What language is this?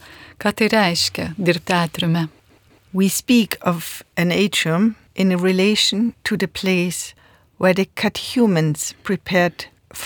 Lithuanian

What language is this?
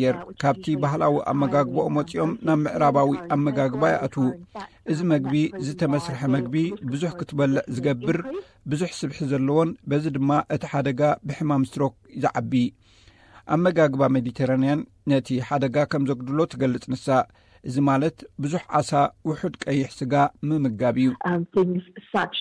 Tigrinya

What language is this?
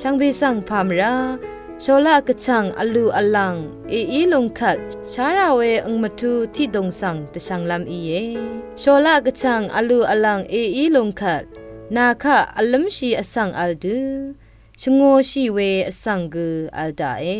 Rawang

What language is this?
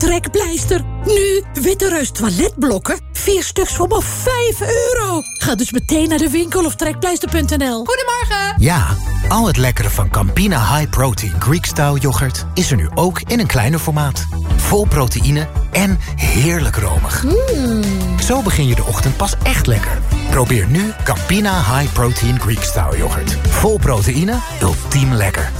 Dutch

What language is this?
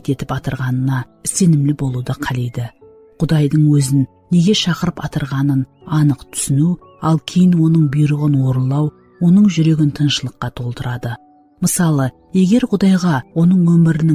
Kara-Kalpak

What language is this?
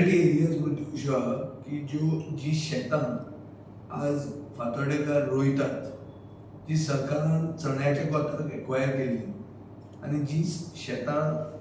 Konkani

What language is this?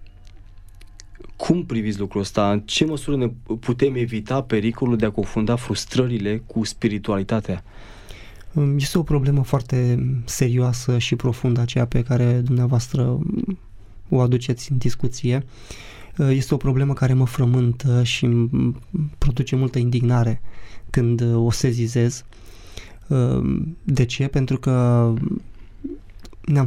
Romanian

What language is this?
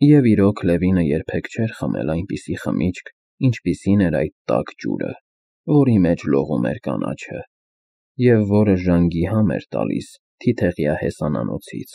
Armenian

